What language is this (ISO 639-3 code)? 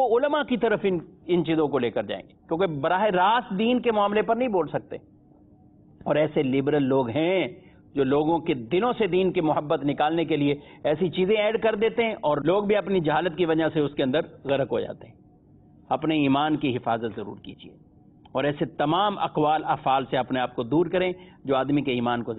urd